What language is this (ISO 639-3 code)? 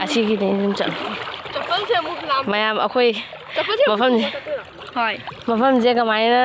mni